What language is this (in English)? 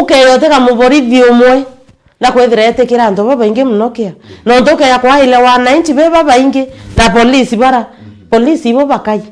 Meru